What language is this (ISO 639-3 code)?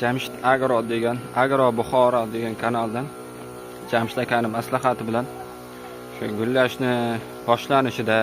uzb